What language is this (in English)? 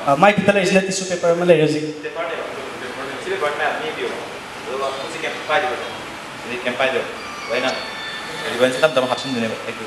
Manipuri